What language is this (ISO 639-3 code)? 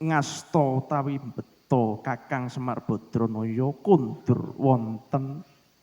jav